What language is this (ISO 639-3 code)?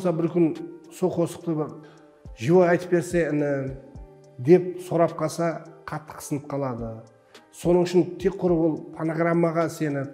kaa